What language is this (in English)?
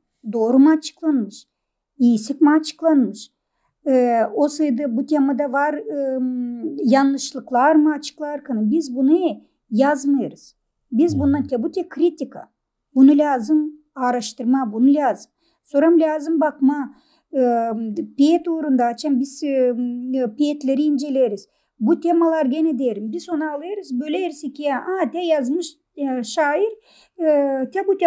Gagauz